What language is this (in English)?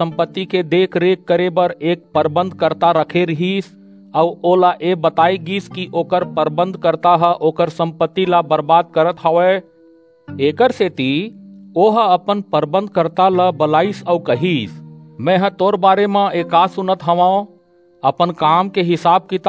Chhattisgarhi